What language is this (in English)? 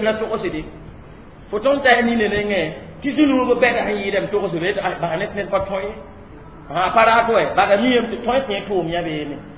Mossi